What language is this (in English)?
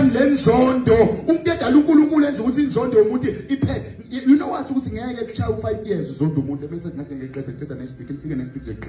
Zulu